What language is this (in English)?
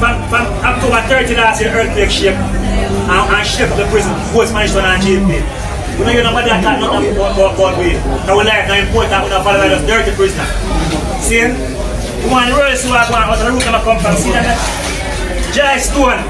Jamaican Creole English